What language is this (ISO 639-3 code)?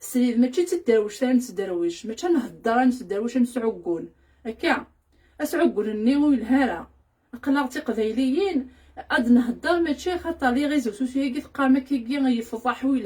kab